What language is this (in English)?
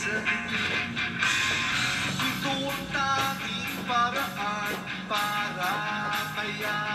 Filipino